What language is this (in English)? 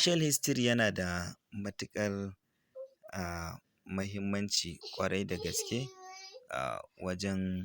Hausa